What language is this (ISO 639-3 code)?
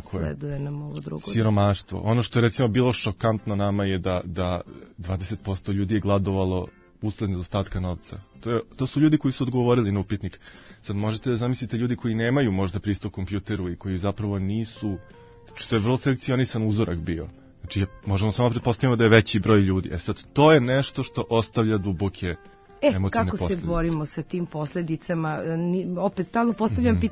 srp